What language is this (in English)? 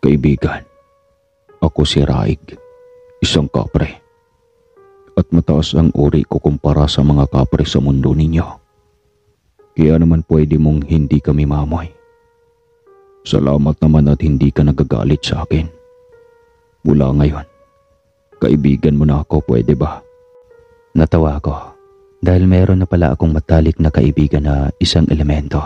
Filipino